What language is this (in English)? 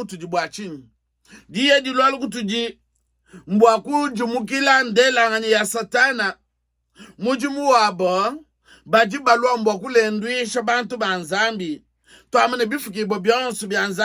Luba-Lulua